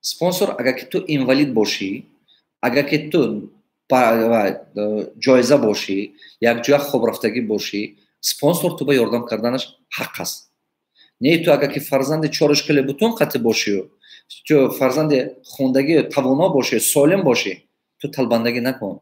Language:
Tajik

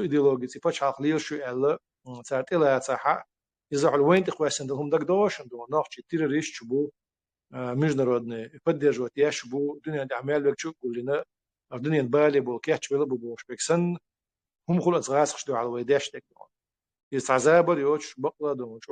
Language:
Chechen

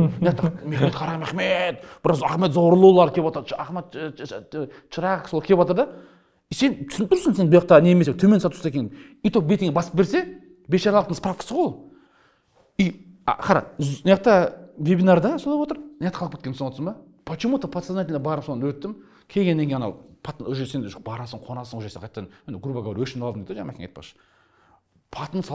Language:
Kazakh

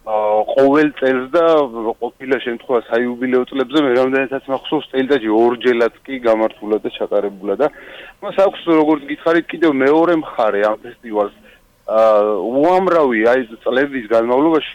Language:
Georgian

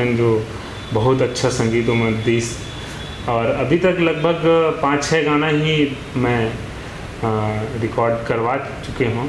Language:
Chhattisgarhi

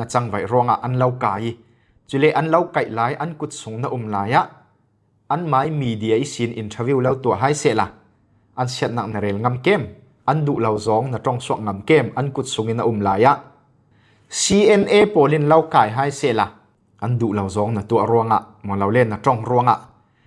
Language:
Falam Chin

